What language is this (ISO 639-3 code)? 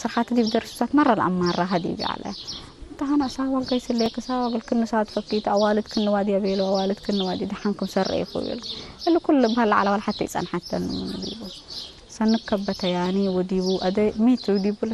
tig